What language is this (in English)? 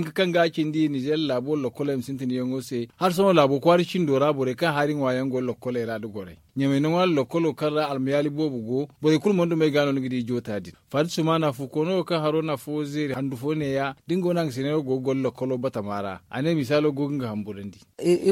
Zarma